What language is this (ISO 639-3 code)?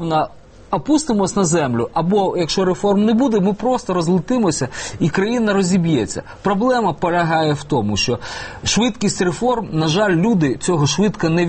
ukr